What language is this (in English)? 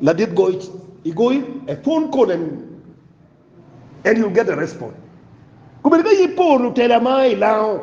Acoli